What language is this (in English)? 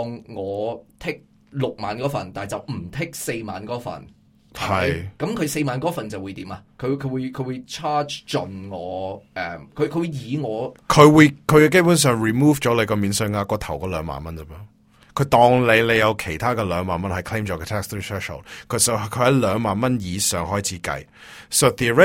Cantonese